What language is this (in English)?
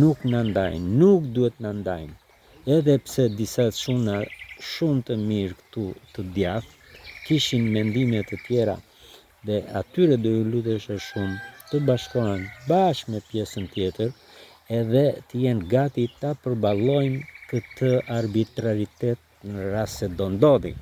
Albanian